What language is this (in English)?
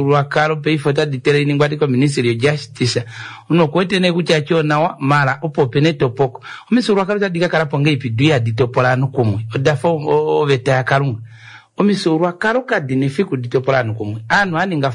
Kuanyama